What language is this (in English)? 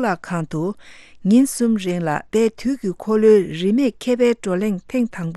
Tibetan